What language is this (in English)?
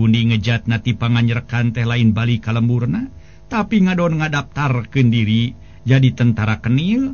Sundanese